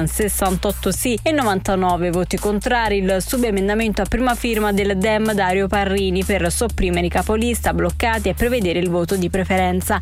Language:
Italian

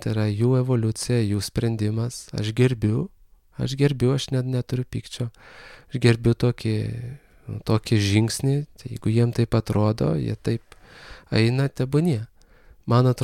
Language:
Lithuanian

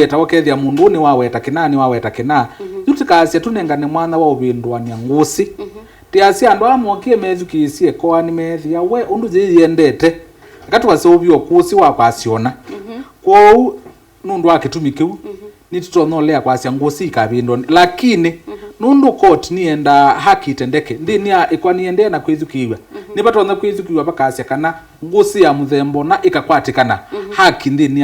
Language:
Kamba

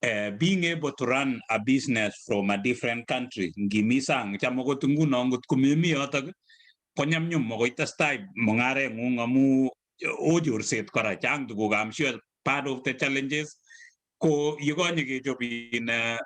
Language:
Kalenjin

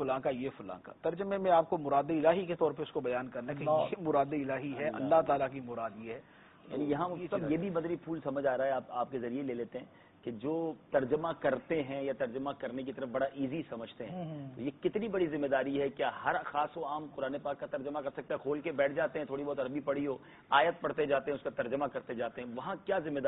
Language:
Urdu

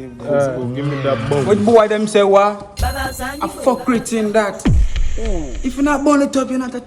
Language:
Jamaican Creole English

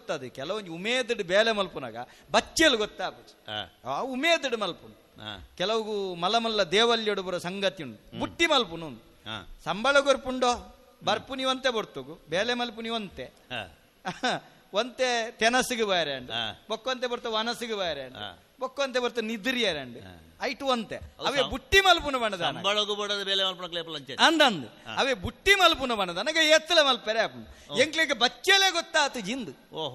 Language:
Tulu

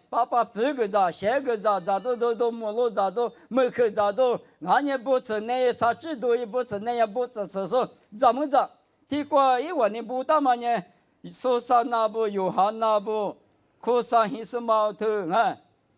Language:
Lisu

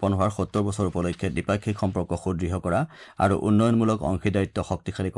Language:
Assamese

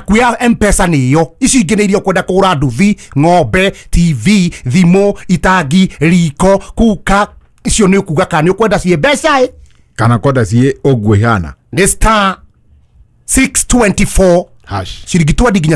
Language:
Kikuyu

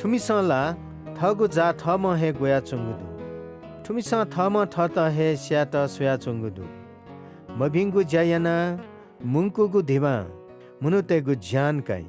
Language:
Newari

